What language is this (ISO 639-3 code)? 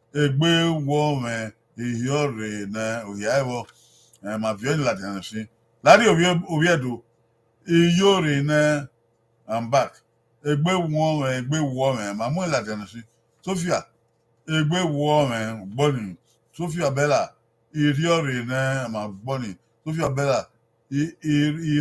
bin